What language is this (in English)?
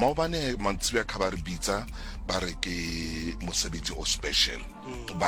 Northern Sotho